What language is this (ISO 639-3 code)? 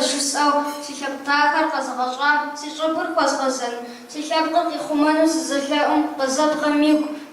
kbd